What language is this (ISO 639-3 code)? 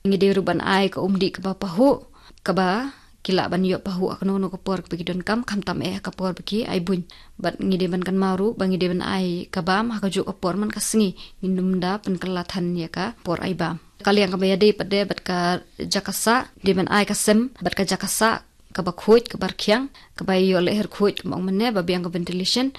kha